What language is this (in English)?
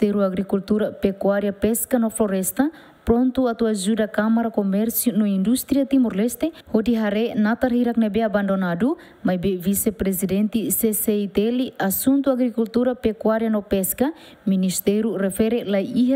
Tetum